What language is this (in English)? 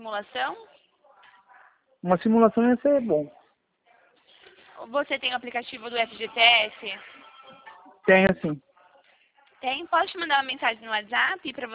Portuguese